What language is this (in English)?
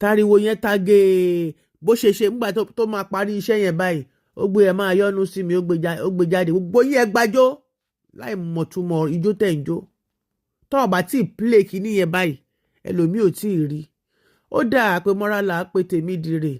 Yoruba